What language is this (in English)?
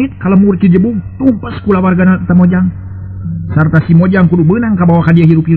Sundanese